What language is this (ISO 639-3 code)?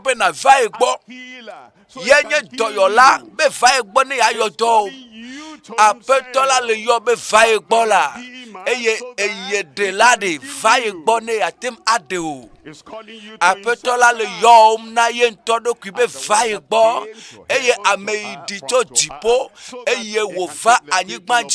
ewe